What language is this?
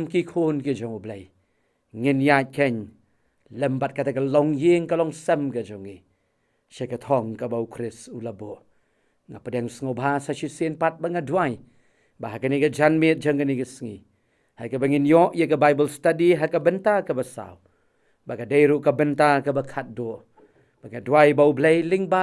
Khasi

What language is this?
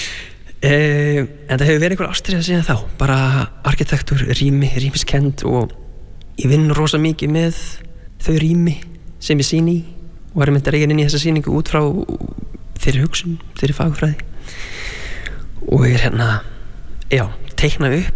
Icelandic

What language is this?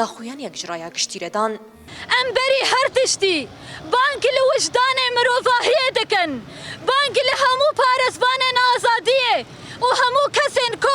Kurdish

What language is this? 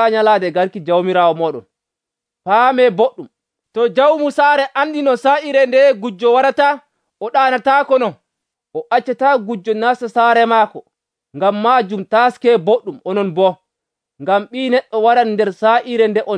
Nigerian Fulfulde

